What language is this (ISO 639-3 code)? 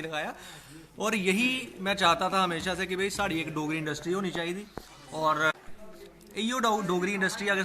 doi